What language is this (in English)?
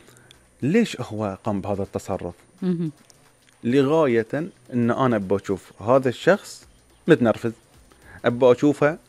Gulf Arabic